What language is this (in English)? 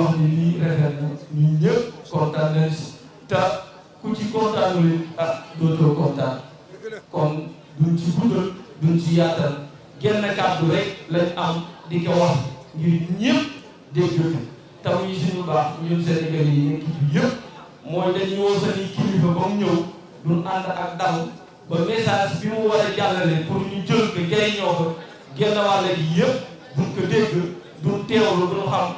Wolof